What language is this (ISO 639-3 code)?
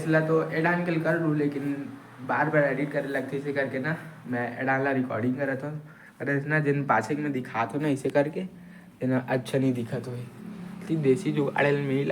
hne